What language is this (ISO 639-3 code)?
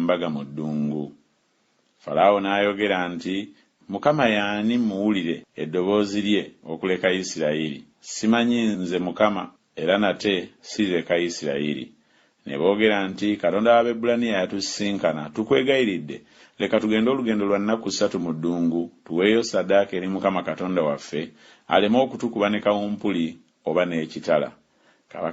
lug